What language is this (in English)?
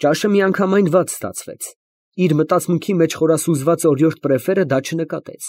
Armenian